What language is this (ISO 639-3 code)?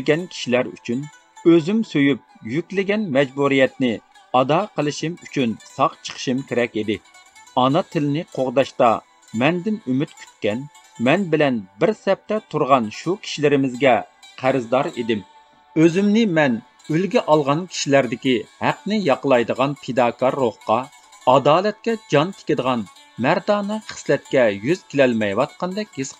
uig